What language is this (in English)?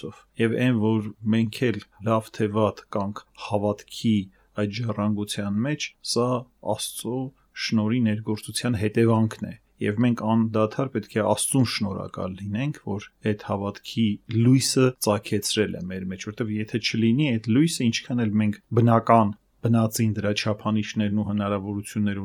Armenian